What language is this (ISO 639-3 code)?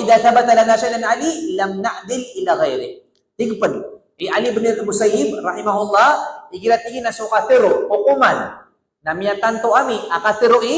mrw